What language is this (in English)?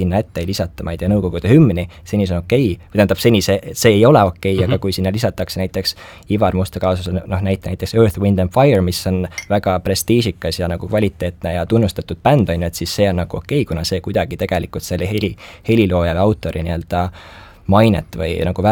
Estonian